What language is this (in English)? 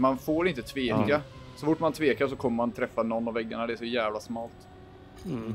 Swedish